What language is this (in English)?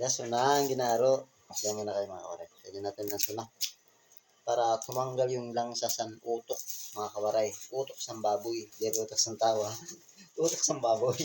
Waray